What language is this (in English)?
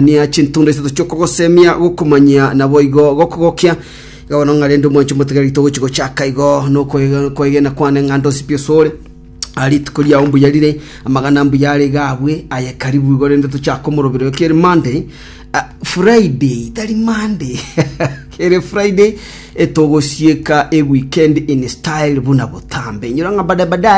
Gusii